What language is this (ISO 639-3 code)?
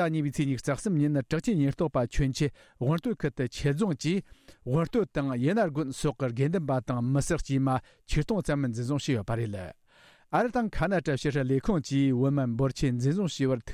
bod